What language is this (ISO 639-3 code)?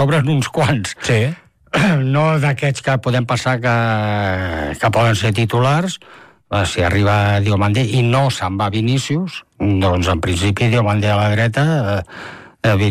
cat